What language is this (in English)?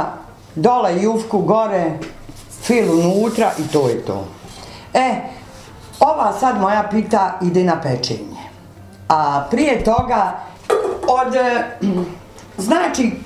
Bosnian